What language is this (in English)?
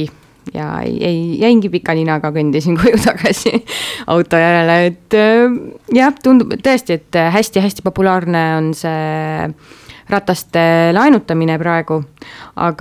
Estonian